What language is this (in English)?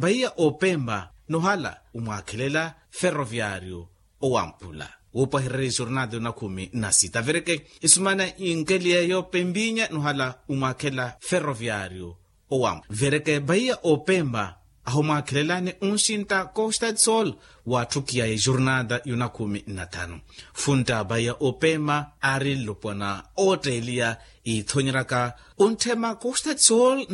Makhuwa